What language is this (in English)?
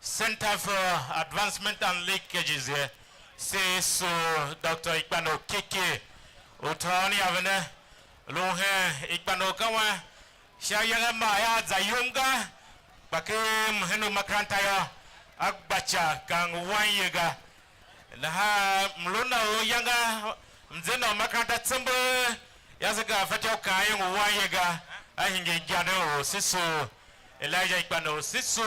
Tiv